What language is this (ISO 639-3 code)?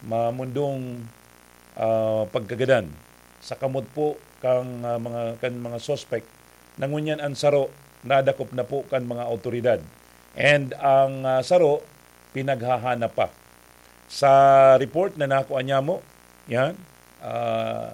bik